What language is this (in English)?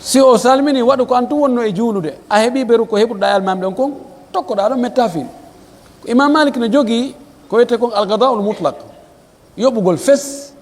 Pular